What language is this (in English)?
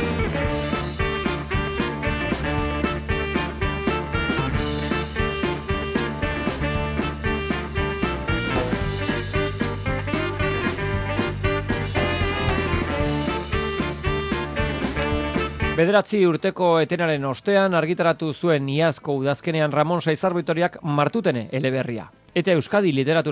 Basque